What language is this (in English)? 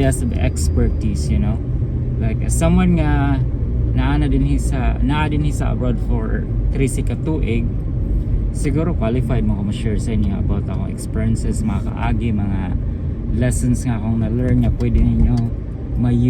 Cebuano